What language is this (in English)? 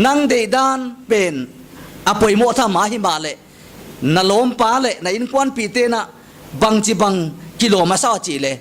Paite Chin